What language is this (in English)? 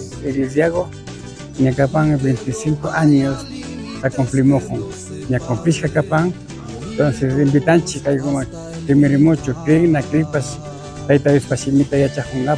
Imbabura Highland Quichua